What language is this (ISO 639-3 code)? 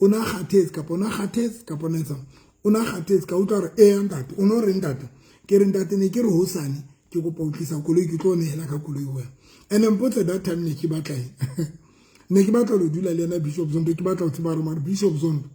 sot